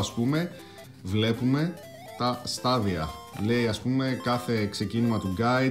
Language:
Greek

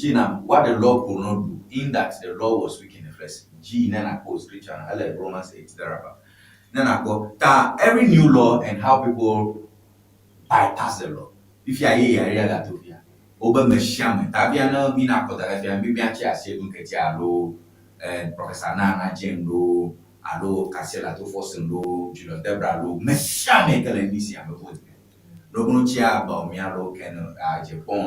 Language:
Ewe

